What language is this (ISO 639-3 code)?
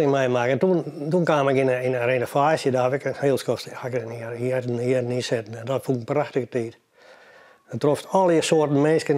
fry